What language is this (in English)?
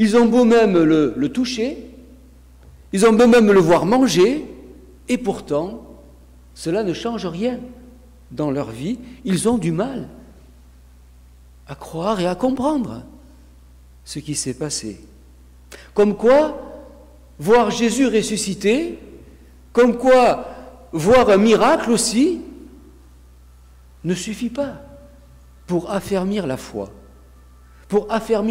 French